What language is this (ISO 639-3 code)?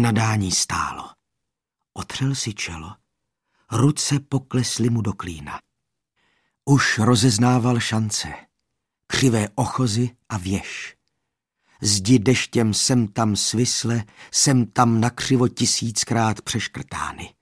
ces